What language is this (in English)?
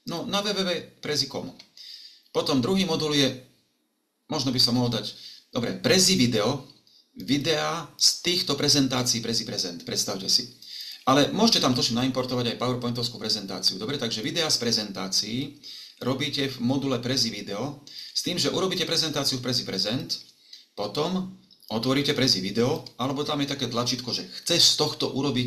Slovak